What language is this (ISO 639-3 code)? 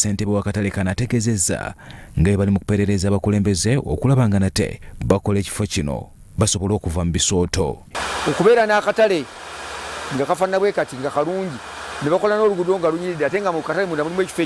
lug